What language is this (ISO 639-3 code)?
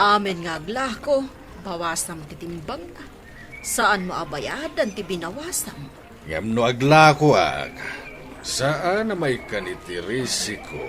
ilo